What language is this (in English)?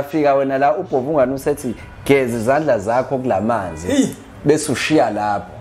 Zulu